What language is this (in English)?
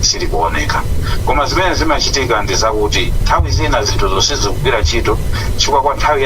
Nyanja